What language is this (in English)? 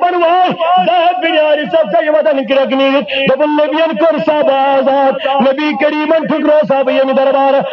Kashmiri